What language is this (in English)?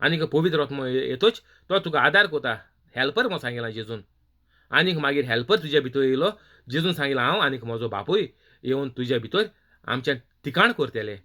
Konkani